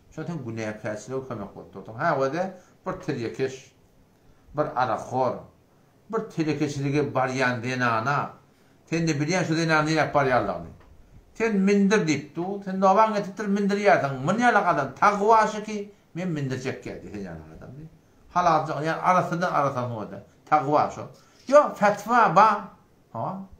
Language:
Turkmen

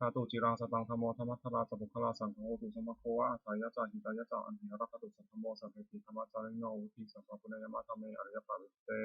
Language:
Pali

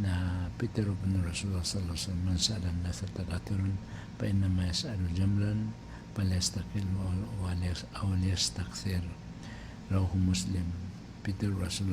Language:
Maranao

